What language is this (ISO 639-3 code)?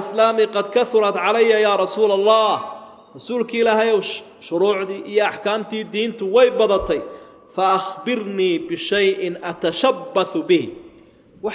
som